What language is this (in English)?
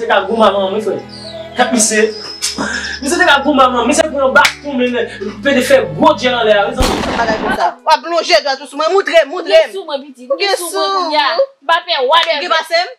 Haitian Creole